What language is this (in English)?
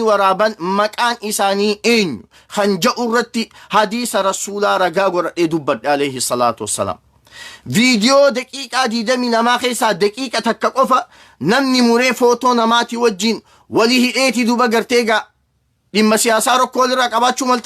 Oromo